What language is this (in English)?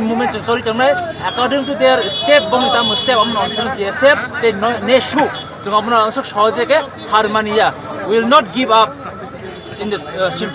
Kok Borok